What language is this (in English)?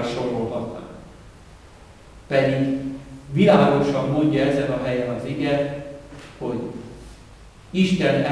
Hungarian